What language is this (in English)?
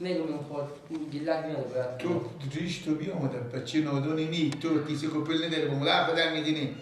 Persian